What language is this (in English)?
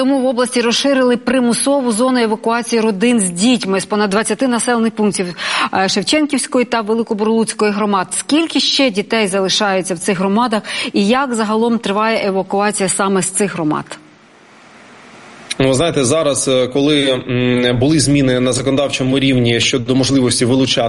Ukrainian